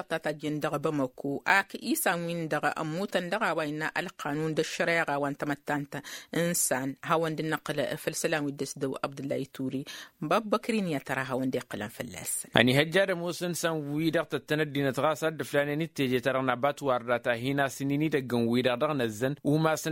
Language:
Tamasheq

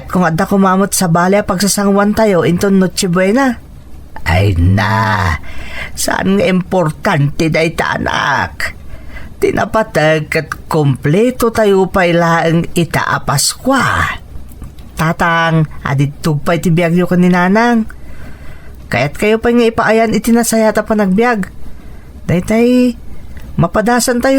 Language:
Iloko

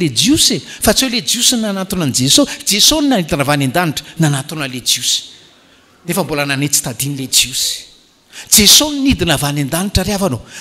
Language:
Malagasy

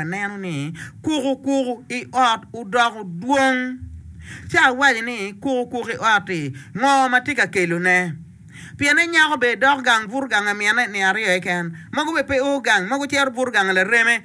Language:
Acoli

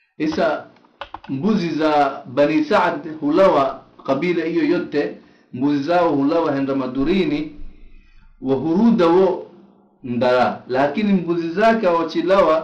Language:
Swahili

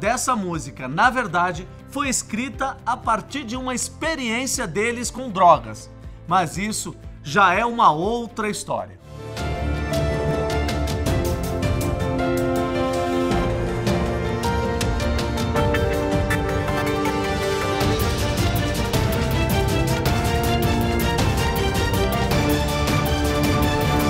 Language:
Portuguese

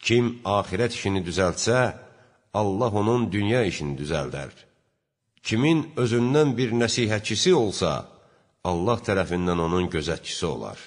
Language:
Azerbaijani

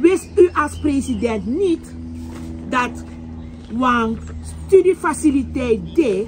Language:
Sranan Tongo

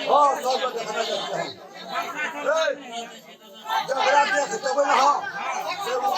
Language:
Maithili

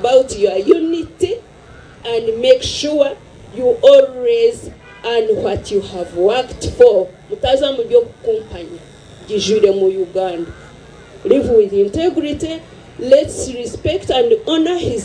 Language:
Nyankole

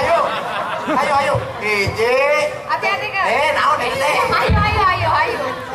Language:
Sundanese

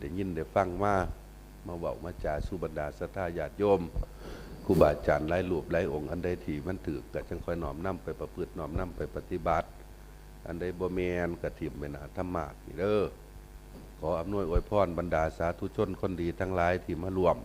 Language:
Northeastern Thai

